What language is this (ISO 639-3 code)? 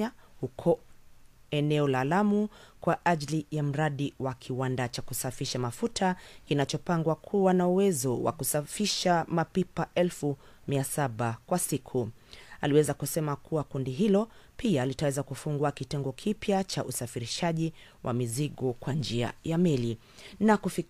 swa